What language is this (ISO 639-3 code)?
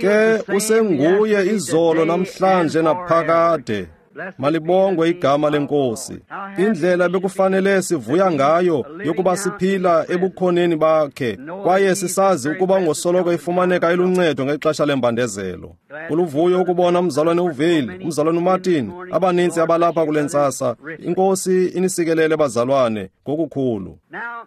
xho